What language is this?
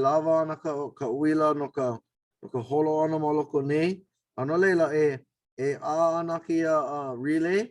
Hawaiian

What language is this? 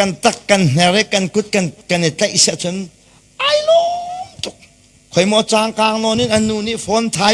Hakha Chin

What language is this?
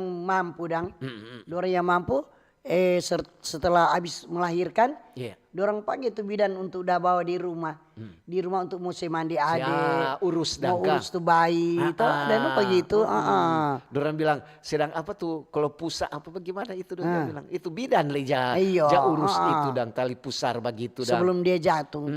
Manado Malay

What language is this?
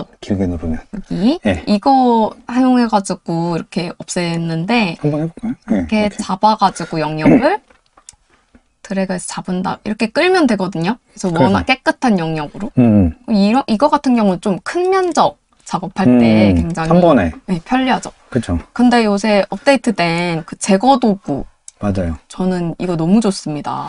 Korean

